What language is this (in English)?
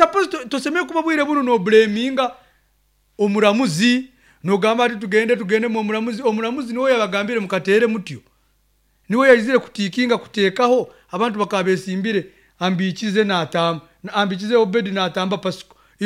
Nyankole